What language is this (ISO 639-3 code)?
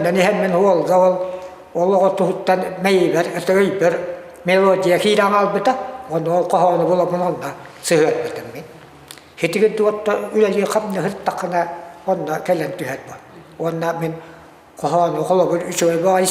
sah